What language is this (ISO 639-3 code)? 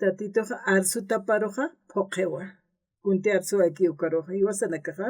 aym